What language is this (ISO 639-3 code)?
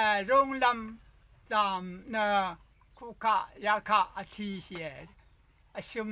raw